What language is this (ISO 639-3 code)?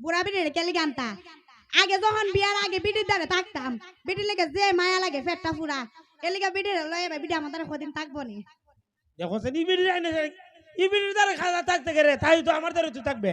syl